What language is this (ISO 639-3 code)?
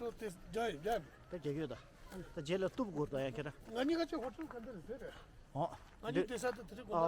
bod